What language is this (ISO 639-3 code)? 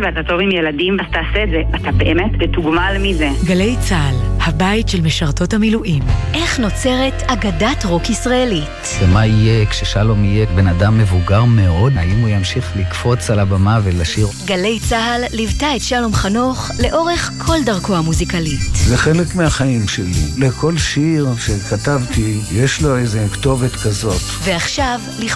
heb